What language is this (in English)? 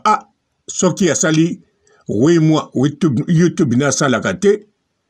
Lingala